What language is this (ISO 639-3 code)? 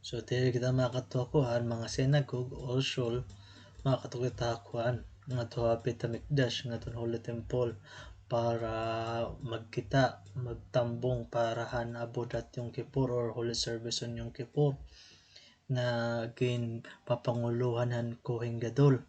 war